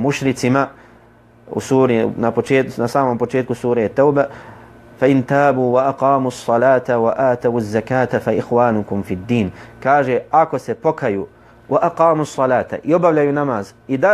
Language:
Bosnian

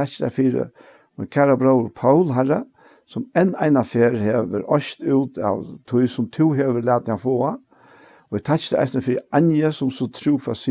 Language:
Faroese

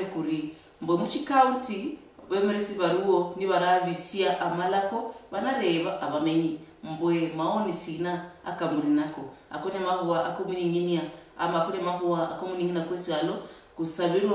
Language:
Luyia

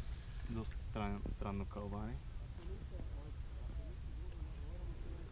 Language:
Bulgarian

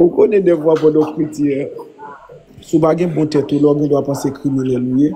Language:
Haitian Creole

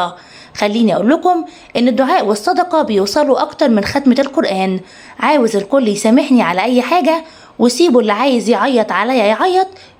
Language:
Egyptian Arabic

